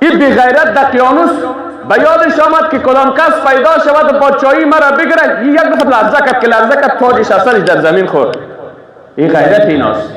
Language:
Persian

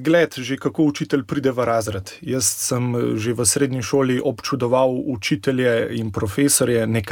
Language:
Slovenian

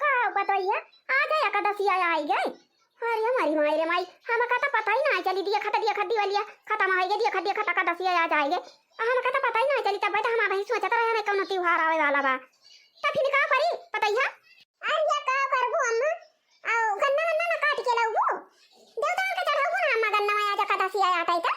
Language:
Awadhi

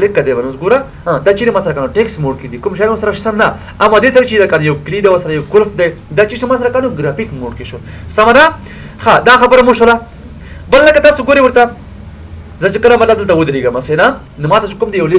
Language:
Pashto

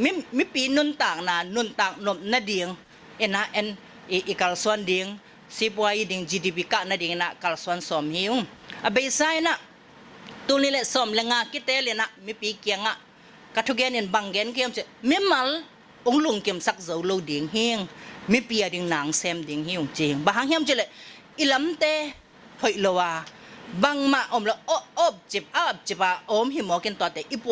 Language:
Tedim Chin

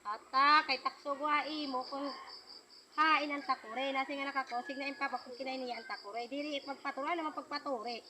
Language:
Waray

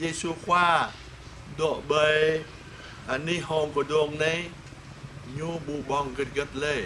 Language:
Jarai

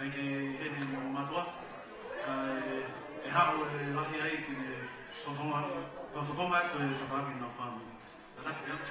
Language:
Tongan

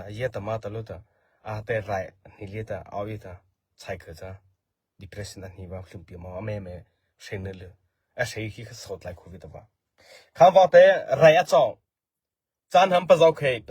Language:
Mara Chin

